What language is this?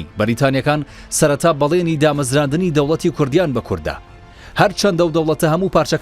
Central Kurdish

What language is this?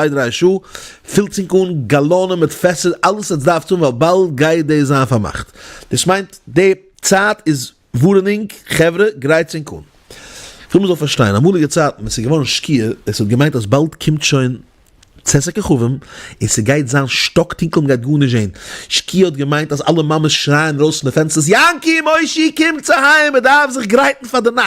Yiddish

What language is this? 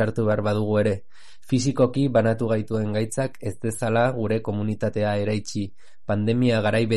Basque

